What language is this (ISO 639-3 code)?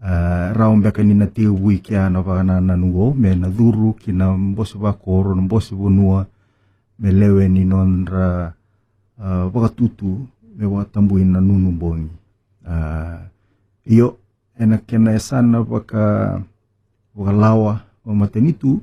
fij